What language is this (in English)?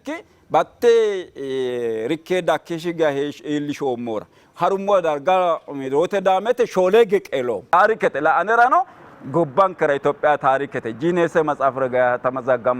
Sidamo